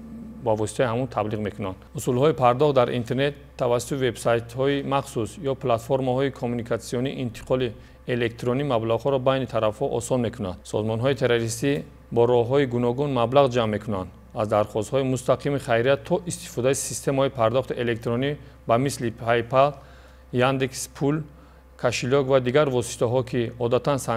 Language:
Tajik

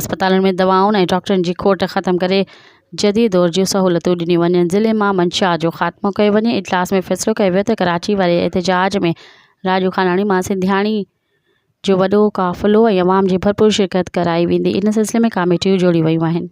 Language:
Sindhi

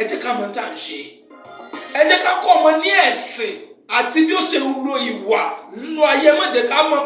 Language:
Yoruba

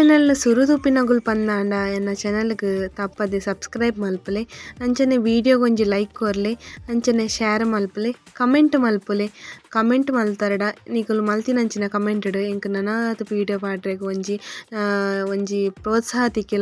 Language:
Tulu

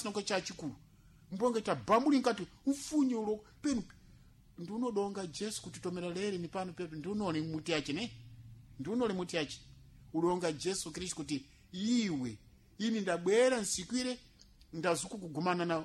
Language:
Sena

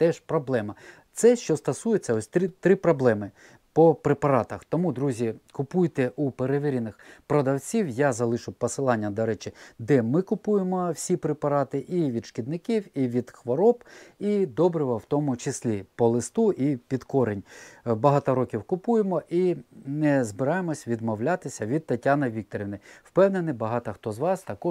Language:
Ukrainian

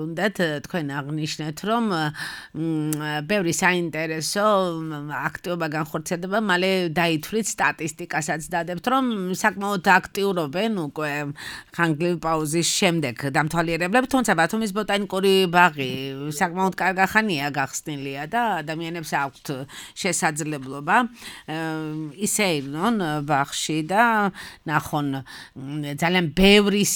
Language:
Georgian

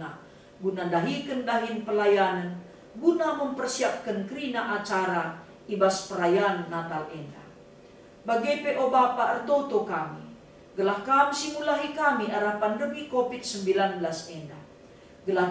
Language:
Batak Karo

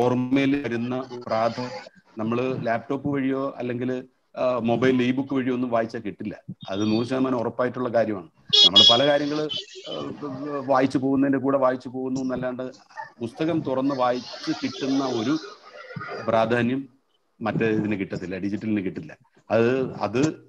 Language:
Malayalam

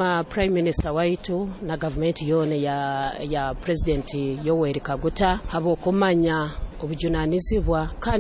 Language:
Nyoro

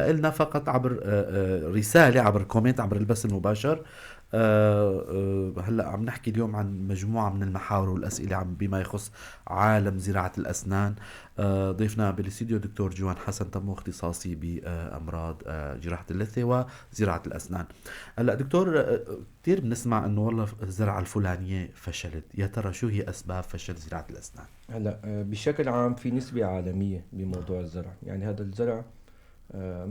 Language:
North Levantine Arabic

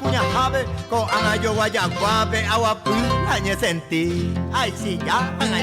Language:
Guarani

